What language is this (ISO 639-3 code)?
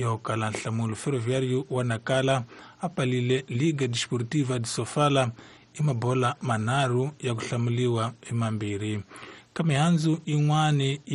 tso